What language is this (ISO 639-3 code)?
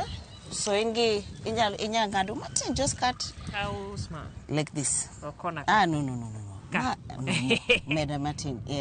luo